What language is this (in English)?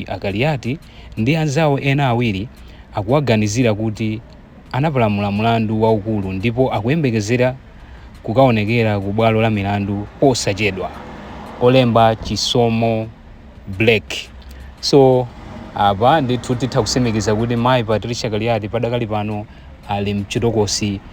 Nyanja